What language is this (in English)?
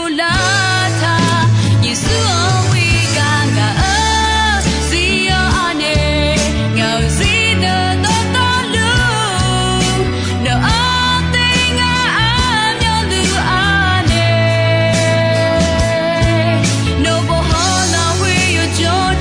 Akha